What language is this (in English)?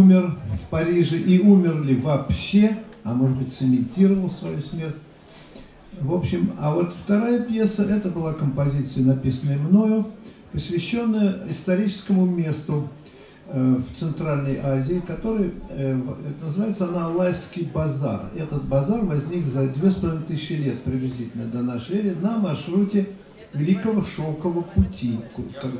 Russian